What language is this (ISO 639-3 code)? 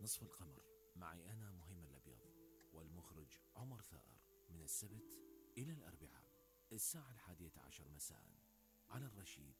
acm